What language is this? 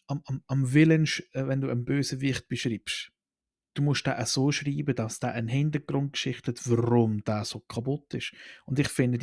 Swiss German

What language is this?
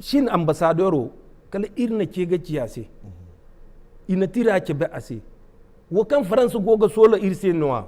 Zarma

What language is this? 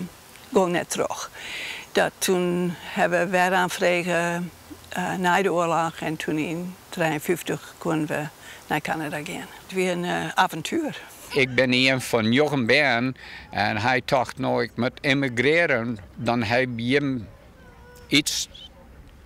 Western Frisian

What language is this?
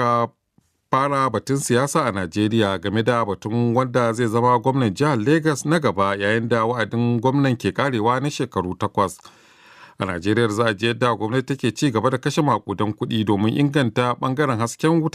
Hausa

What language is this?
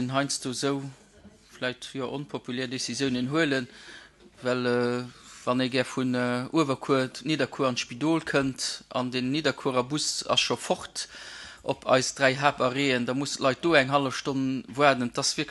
Luxembourgish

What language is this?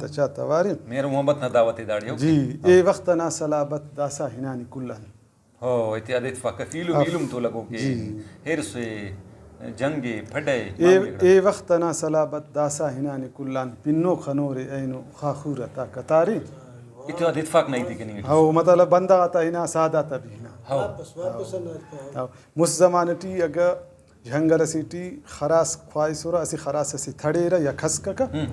Brahui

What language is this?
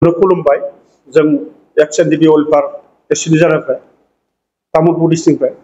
Bodo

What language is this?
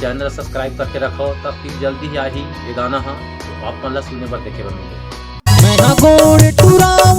Chhattisgarhi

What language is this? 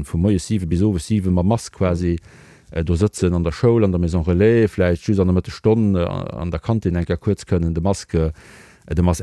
Luxembourgish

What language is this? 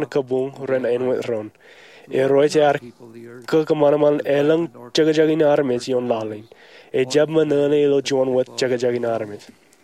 Marshallese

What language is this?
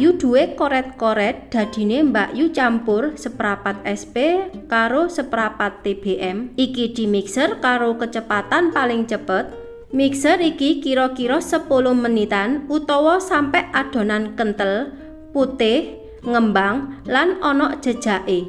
Javanese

